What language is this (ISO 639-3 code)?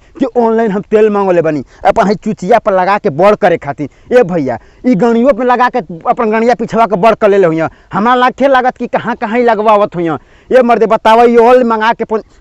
bho